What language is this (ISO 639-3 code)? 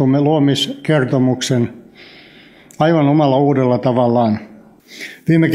fin